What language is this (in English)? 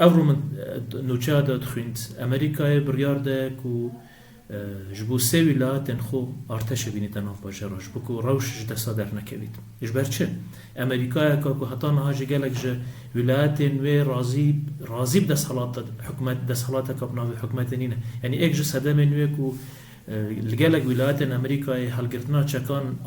Kurdish